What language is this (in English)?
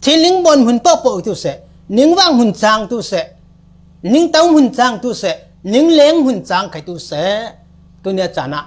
Falam Chin